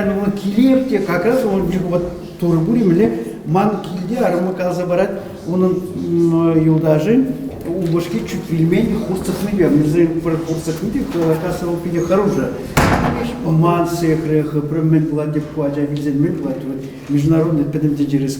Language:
Chuvash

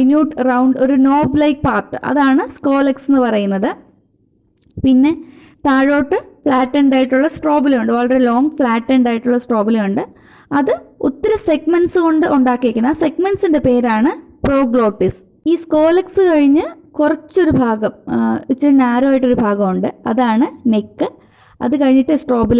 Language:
Malayalam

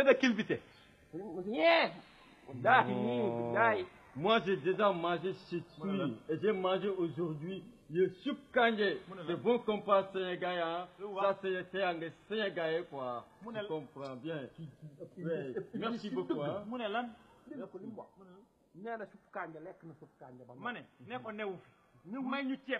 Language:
Wolof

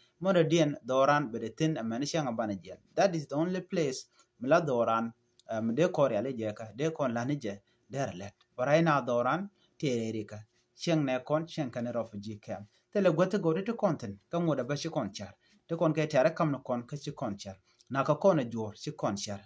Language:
Nuer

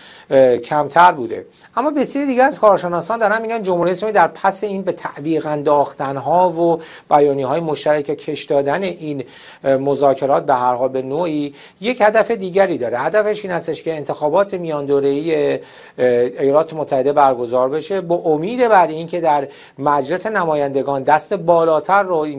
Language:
Persian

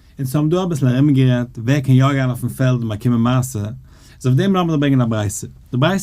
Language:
Yiddish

